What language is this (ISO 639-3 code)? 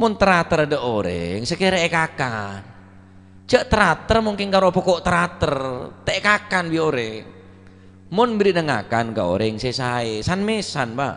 mad